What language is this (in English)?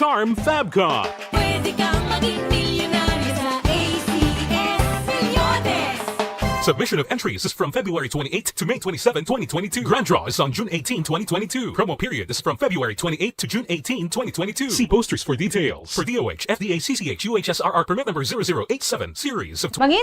Hiligaynon